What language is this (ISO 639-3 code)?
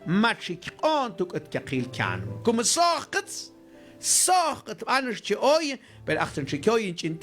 mam